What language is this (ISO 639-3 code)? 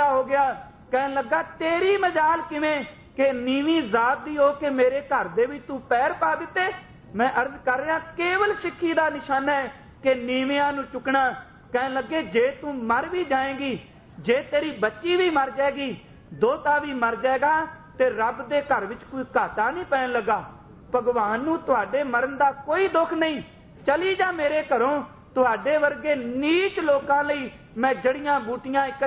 pan